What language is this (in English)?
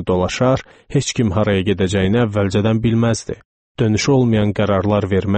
Azerbaijani